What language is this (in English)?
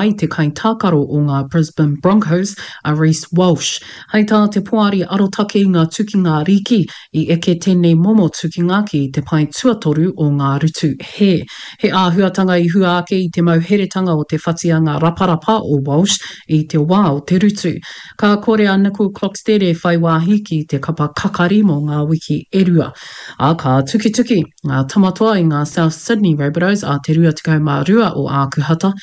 Māori